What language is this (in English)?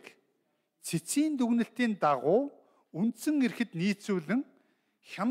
Mongolian